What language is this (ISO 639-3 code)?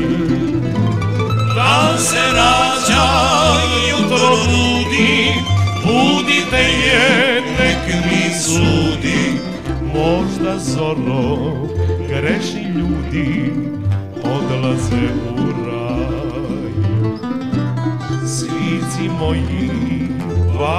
srp